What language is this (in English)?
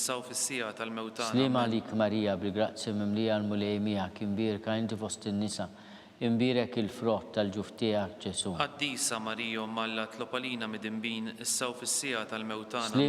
Maltese